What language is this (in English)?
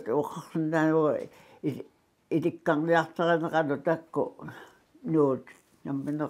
Kalaallisut